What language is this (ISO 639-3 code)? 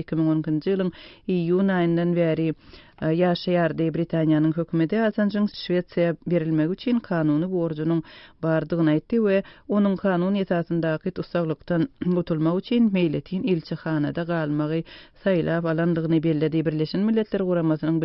tuk